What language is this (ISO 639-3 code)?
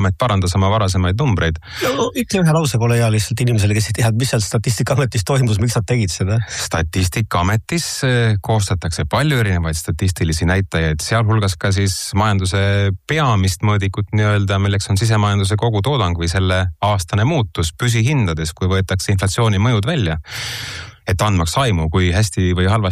est